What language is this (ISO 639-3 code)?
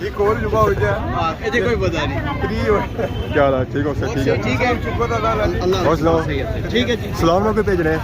phr